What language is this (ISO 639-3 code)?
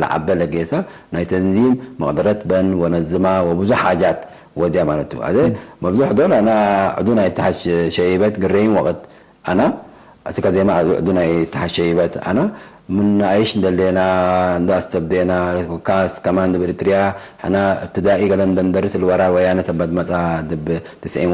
tig